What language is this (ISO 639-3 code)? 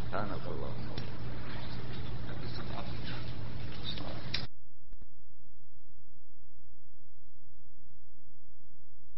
ara